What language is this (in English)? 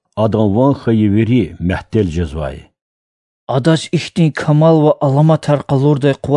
Lezghian